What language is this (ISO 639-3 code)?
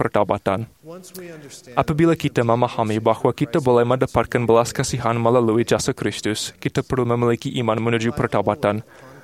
msa